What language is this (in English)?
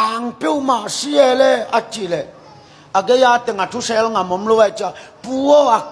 Tedim Chin